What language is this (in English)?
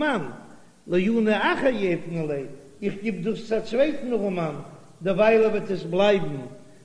Yiddish